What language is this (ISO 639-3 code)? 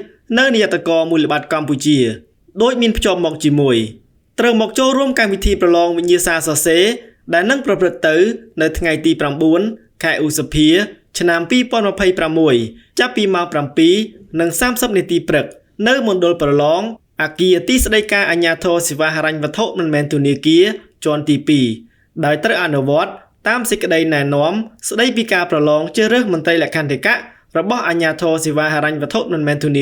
khm